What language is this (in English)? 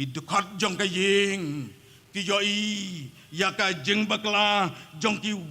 Khasi